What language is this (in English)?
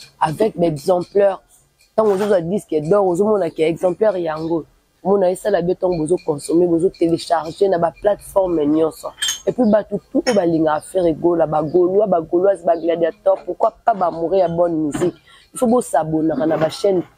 Lingala